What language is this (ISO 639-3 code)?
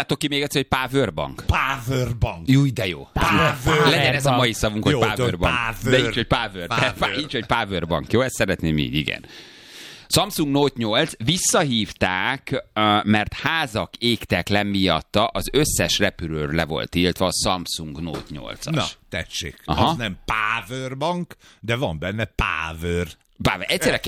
hun